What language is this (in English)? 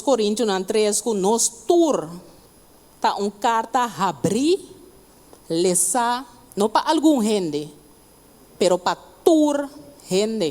Papiamento